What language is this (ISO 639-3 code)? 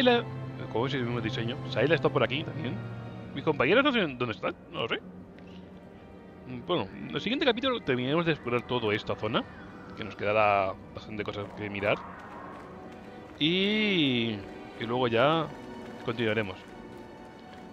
spa